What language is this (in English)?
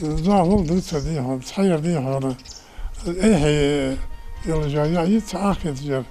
Ingush